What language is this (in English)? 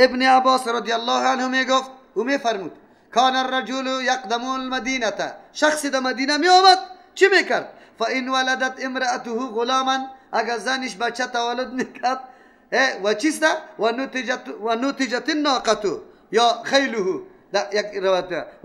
Persian